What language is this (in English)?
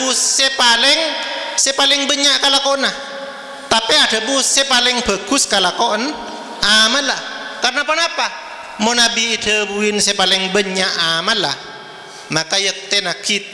Madurese